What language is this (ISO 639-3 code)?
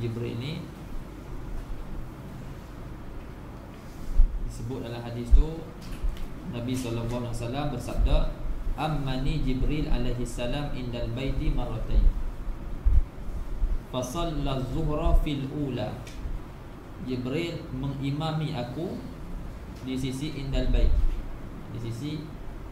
msa